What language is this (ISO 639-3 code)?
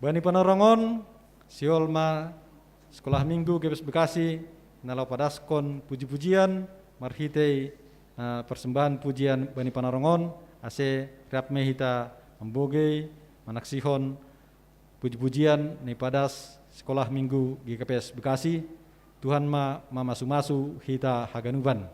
bts